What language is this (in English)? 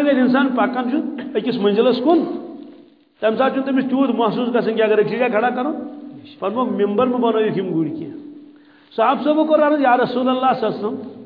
Kashmiri